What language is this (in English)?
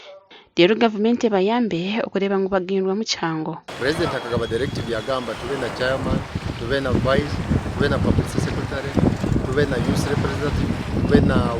Nyankole